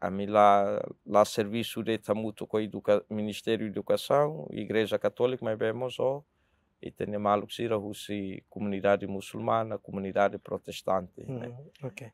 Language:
Tetum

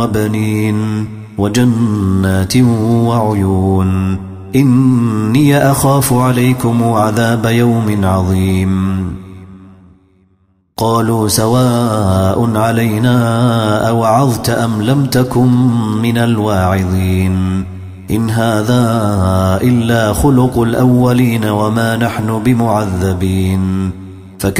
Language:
Arabic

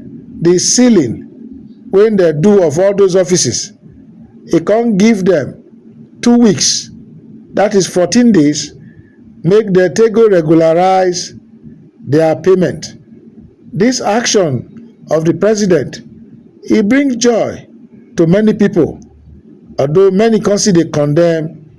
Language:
Nigerian Pidgin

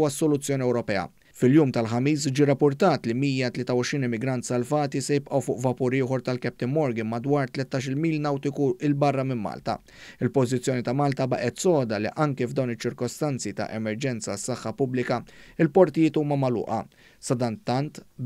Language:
Maltese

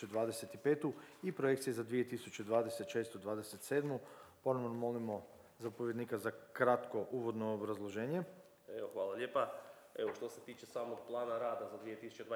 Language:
Croatian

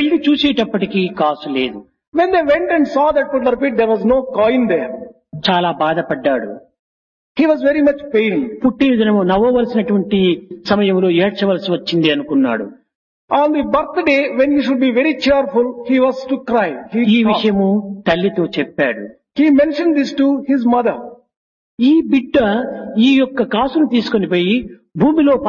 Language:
Telugu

